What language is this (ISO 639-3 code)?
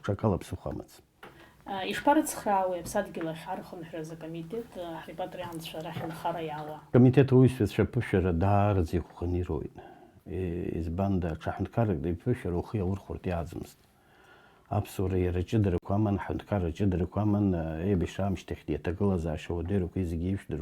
abk